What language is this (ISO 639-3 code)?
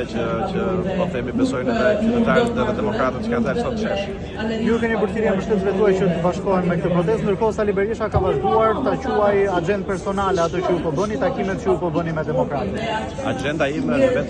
sqi